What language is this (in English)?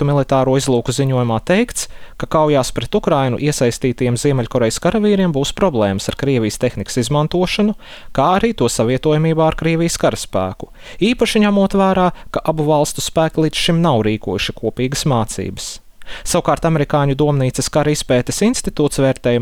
Latvian